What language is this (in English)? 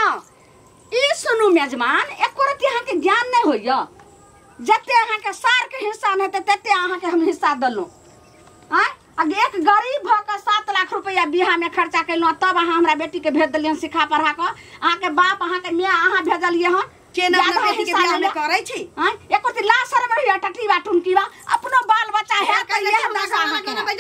Maithili